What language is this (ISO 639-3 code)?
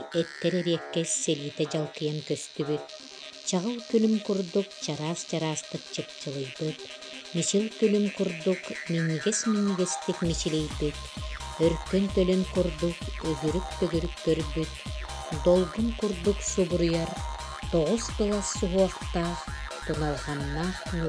sah